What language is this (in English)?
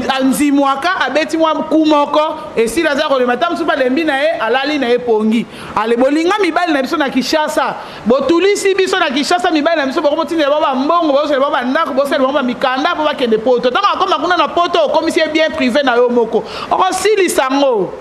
Lingala